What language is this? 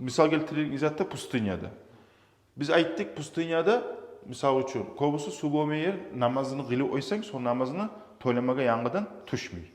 Kumyk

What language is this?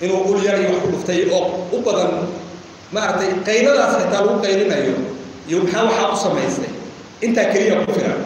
Somali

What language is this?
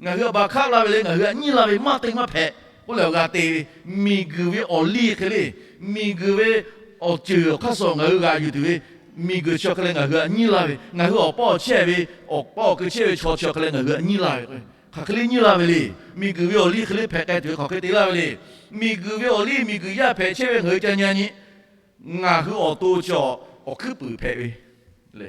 Lahu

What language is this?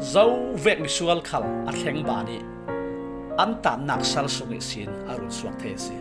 Falam Chin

